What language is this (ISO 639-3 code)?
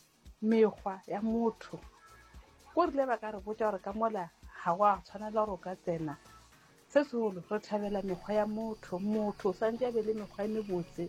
nso